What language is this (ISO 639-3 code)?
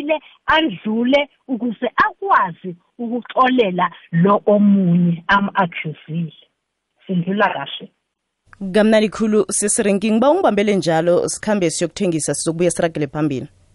nbl